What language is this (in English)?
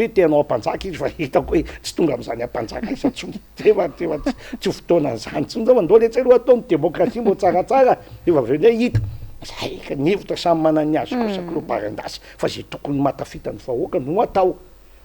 Malagasy